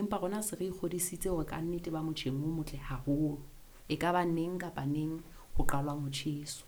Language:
Southern Sotho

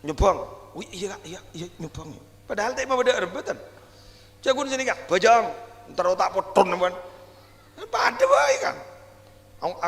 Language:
Madurese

